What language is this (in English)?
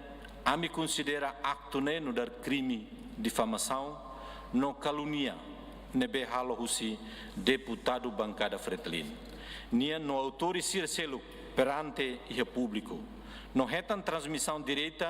Tetum